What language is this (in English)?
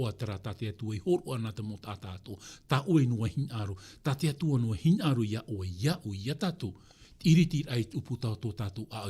Tahitian